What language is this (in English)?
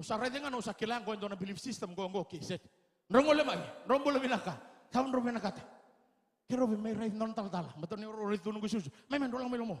Fijian